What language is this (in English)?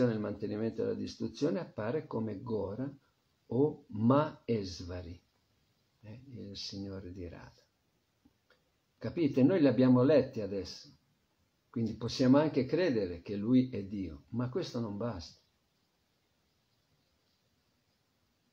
Italian